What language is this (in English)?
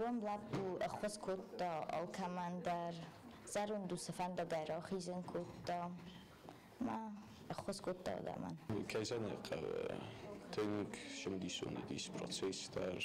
Ossetic